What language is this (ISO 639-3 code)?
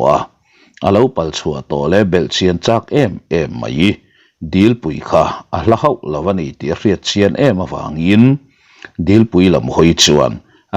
lus